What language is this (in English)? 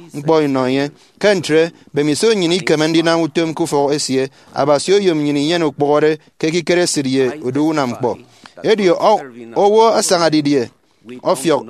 Efik